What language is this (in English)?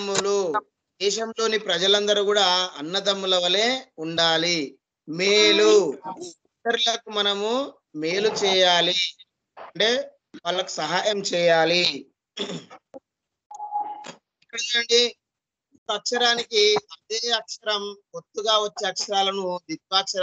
Telugu